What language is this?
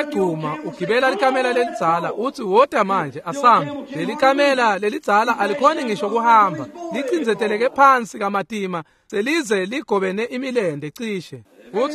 Swati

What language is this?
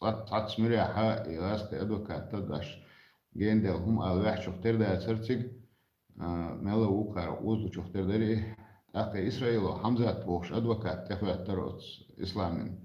Chechen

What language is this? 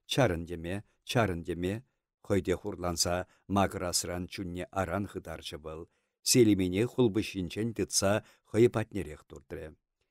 Chuvash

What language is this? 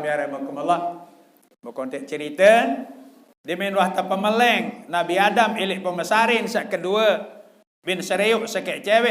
Sasak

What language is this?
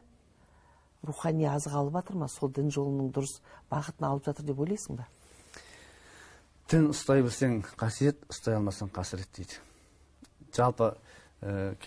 Kazakh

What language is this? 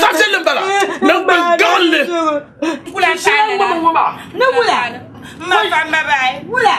Dagbani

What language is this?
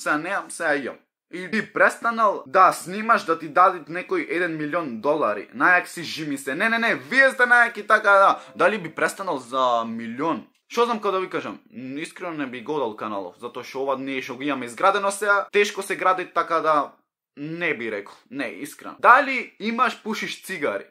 Macedonian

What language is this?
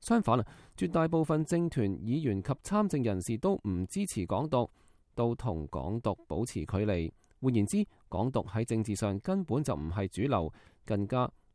Cantonese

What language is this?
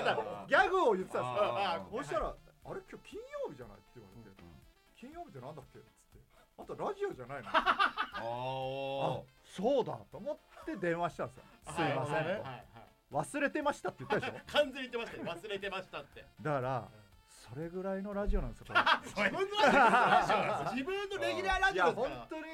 Japanese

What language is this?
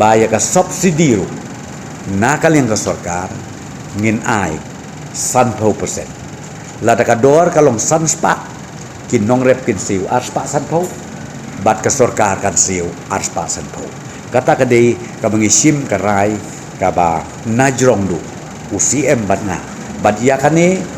Khasi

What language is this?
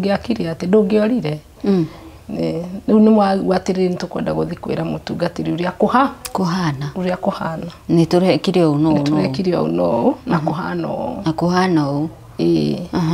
Kikuyu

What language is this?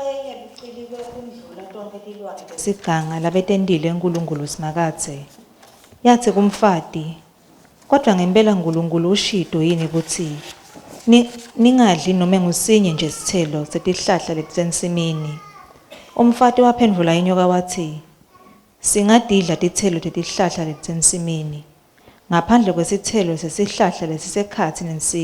Swati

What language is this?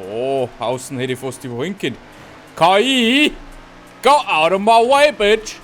Bavarian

